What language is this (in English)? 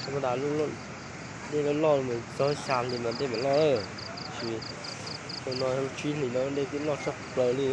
Hmong